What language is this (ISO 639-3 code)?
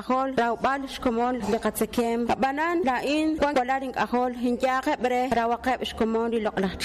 kek